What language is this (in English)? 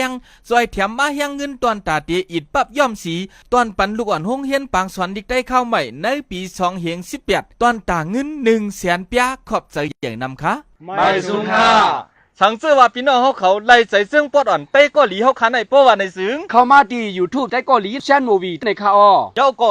Shan